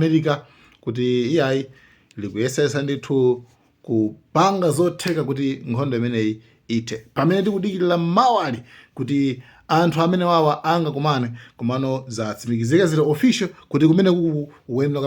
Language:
Nyanja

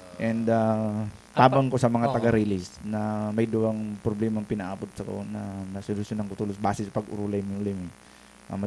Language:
Bikol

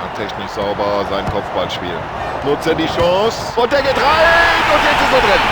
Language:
Bavarian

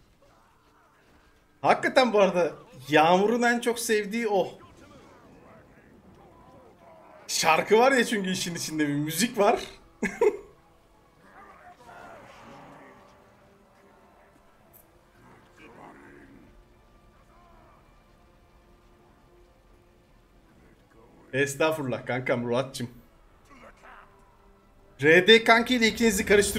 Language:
Turkish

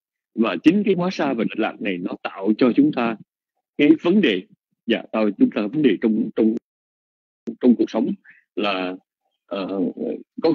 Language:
Vietnamese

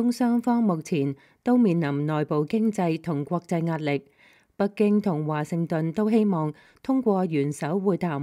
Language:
Cantonese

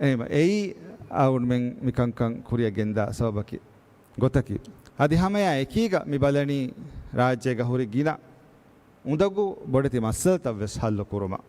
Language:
Divehi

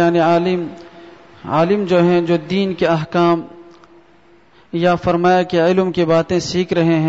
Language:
Urdu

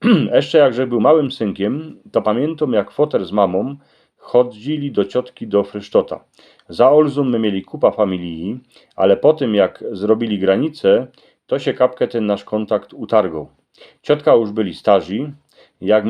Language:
Silesian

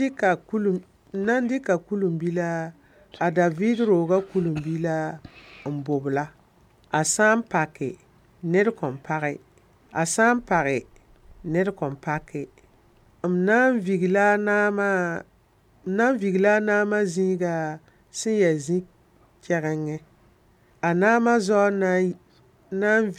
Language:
Mossi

